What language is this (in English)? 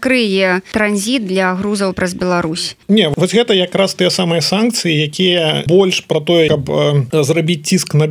Belarusian